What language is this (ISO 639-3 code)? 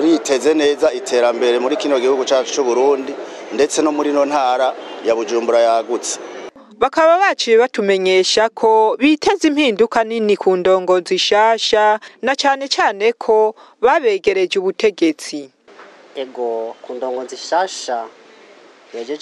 run